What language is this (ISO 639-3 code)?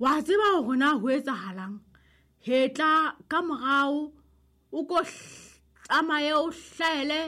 sot